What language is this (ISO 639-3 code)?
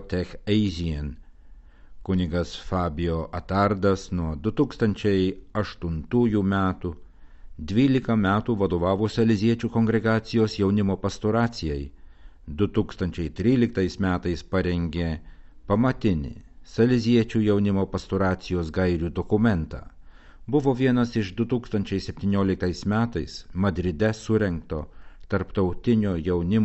lit